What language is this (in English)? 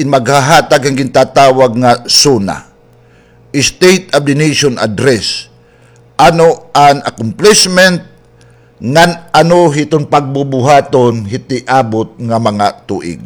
Waray